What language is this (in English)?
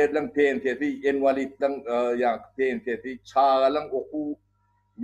Turkmen